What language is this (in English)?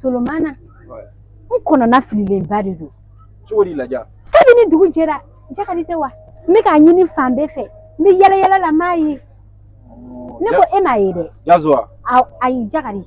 Bambara